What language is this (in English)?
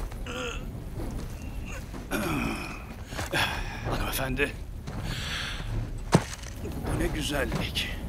Turkish